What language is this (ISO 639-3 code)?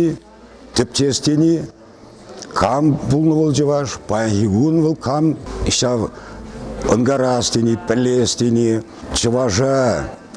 chv